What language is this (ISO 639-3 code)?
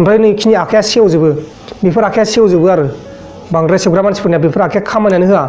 brx